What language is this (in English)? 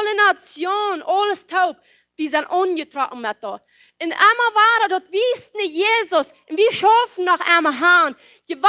Plautdietsch